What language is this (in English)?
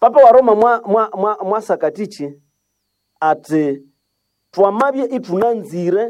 Nande